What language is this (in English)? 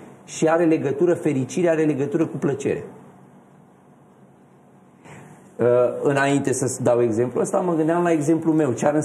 Romanian